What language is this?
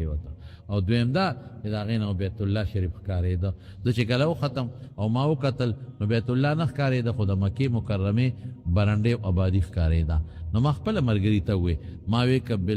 Pashto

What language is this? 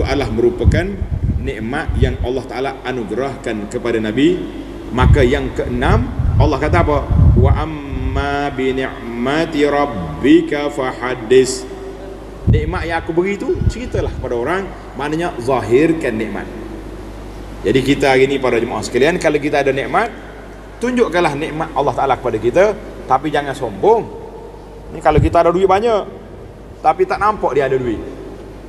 Malay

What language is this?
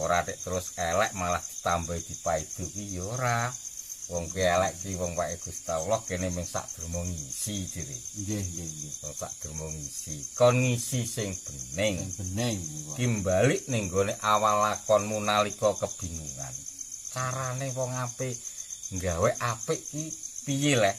Javanese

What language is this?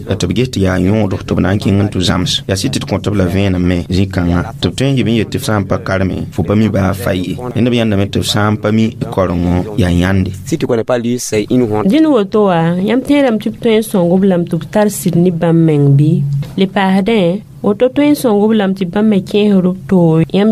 Mossi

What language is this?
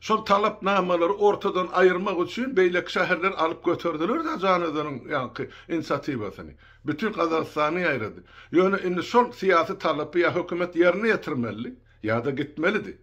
Turkmen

